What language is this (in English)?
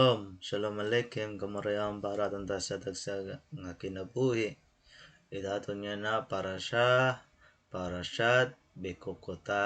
Waray